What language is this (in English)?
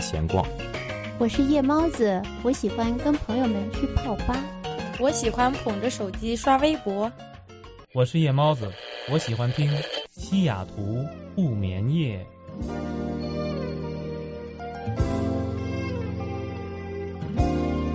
Chinese